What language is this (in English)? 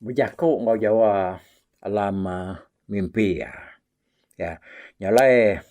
Iban